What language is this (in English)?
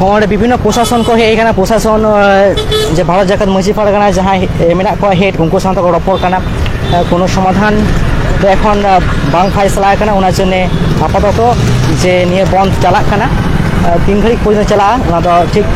Santali